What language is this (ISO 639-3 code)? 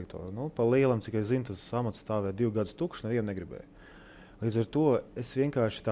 lav